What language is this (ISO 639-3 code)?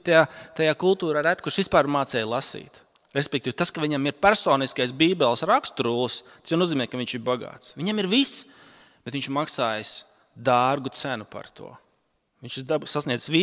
lav